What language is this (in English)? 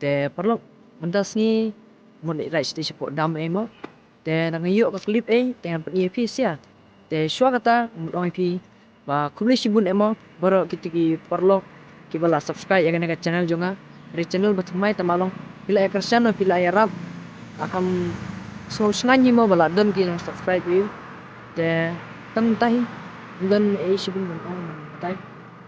Khasi